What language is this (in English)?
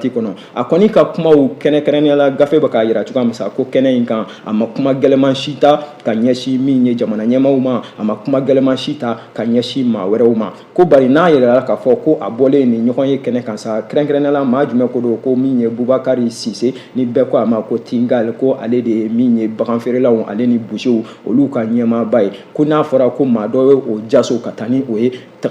Bambara